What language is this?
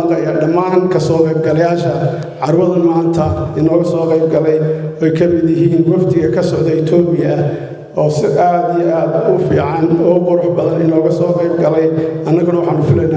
Somali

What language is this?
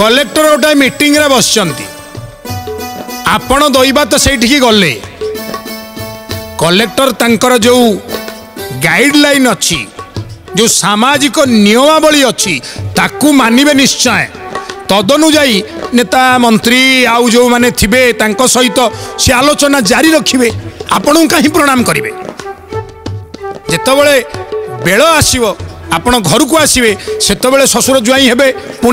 Odia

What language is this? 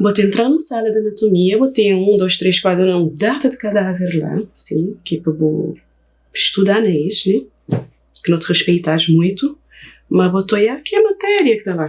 Kabuverdianu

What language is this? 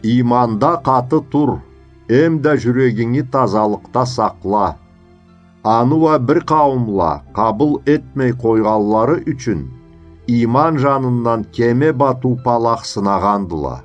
Karachay-Balkar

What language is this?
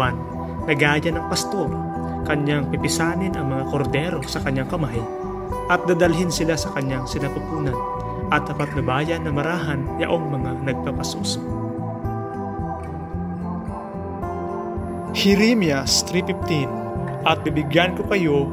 Filipino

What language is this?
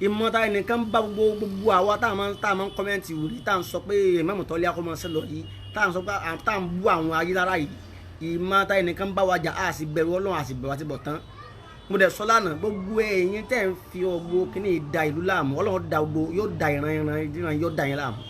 Yoruba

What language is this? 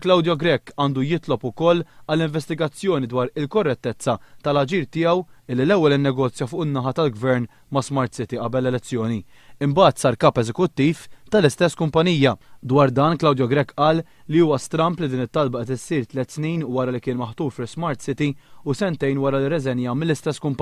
Maltese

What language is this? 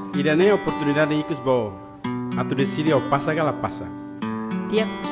Tetum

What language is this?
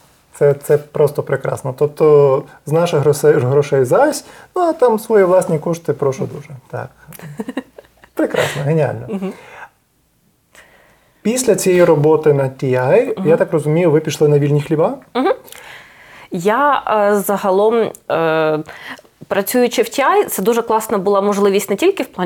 Ukrainian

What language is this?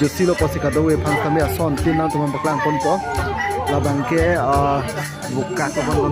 Karbi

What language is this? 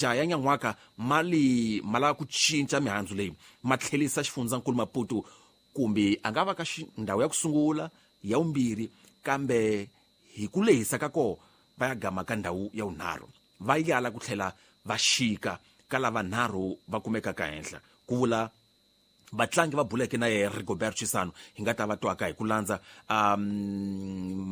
Tsonga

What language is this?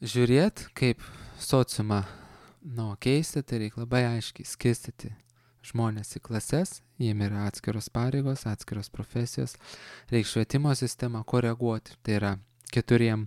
Lithuanian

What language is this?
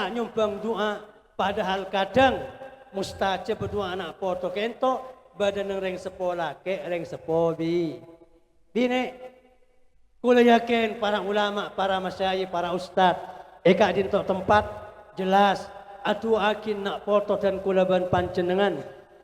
Madurese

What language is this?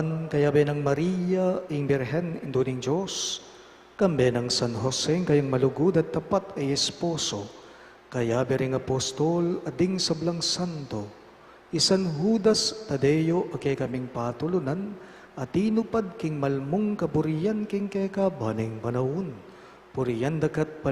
Pampanga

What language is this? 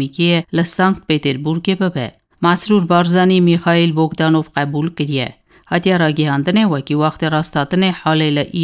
Kurdish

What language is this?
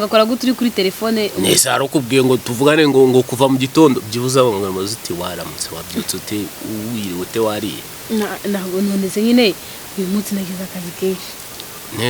Kinyarwanda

